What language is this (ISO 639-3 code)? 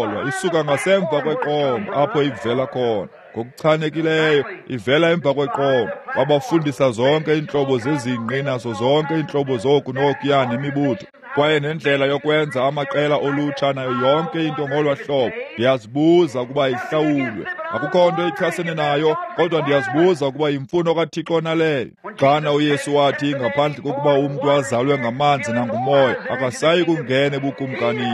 xho